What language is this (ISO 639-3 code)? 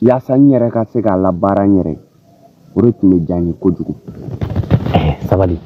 bam